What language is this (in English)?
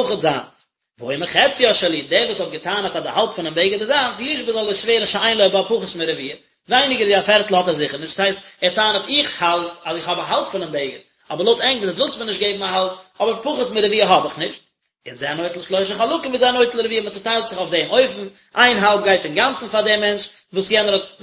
Yiddish